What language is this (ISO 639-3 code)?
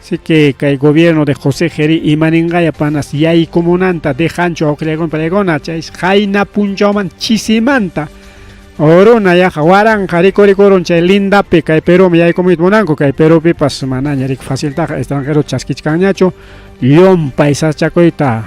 quy